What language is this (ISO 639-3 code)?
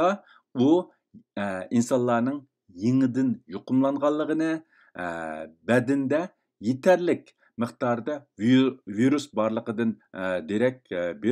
uig